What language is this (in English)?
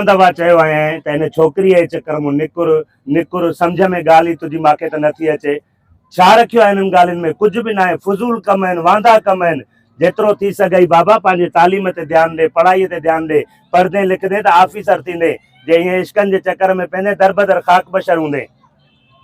Sindhi